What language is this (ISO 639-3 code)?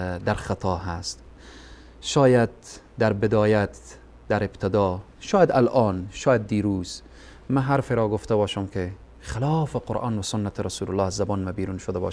fas